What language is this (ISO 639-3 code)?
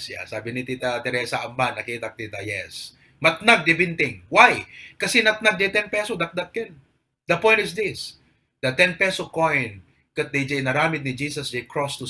ilo